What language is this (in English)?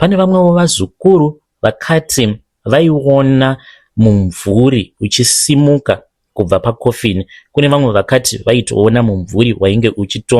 Shona